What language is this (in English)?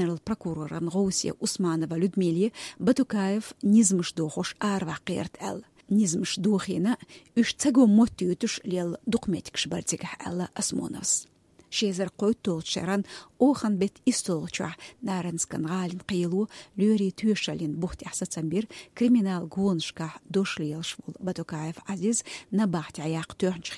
Chechen